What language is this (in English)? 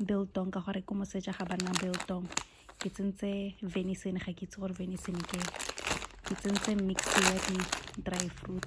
Tswana